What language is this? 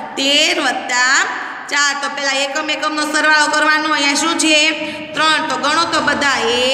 Gujarati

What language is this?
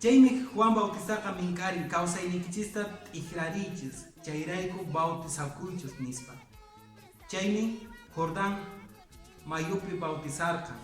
Quechua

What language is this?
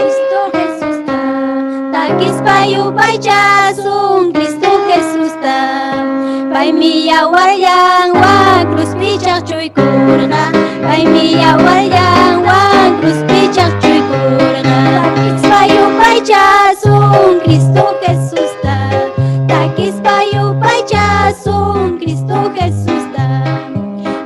Ayacucho Quechua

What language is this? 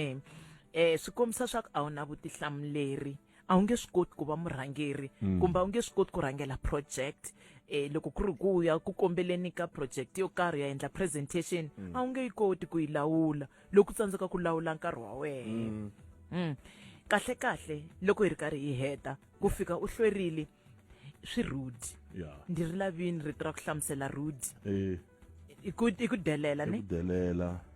Tsonga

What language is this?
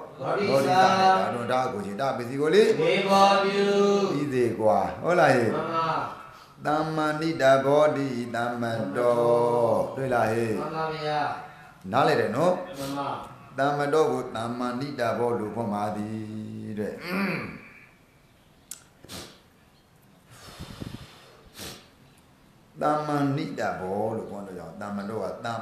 Burmese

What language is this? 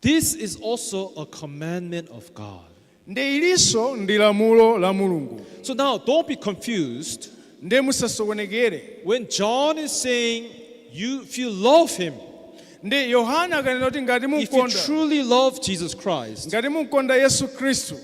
Nyanja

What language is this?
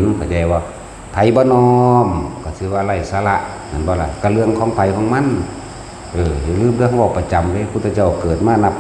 Northeastern Thai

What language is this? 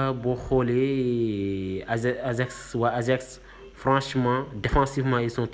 Wolof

